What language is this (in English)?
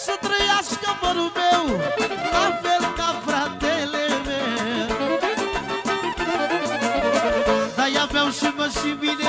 Romanian